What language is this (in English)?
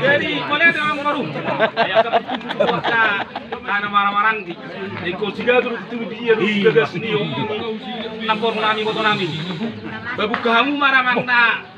Batak Toba